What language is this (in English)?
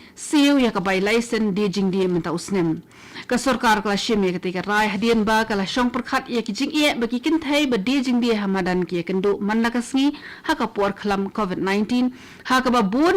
Khasi